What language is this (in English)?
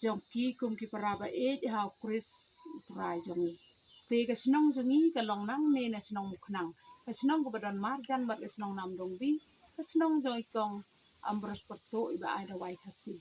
Khasi